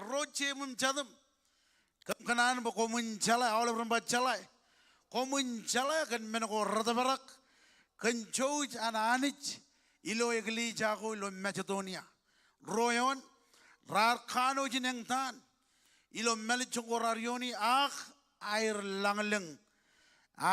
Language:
Marshallese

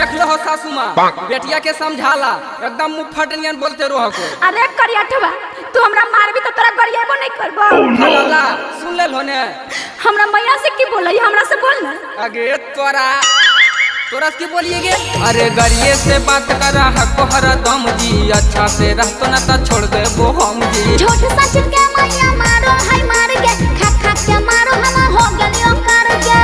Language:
Magahi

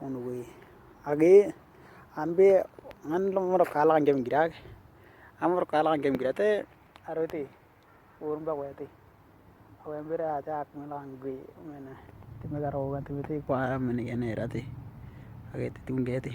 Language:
Western Dani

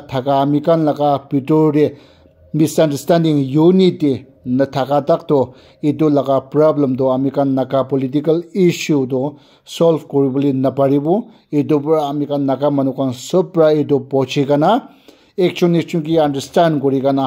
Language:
Naga Pidgin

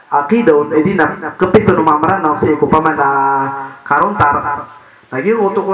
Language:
Maranao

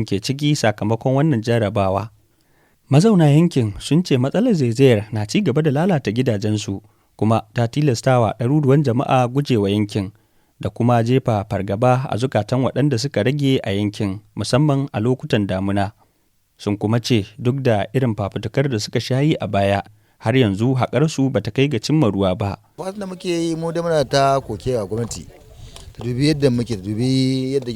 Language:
Hausa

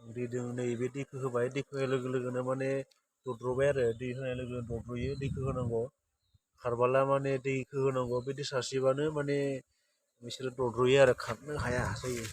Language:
Bodo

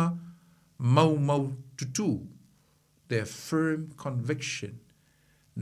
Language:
Samoan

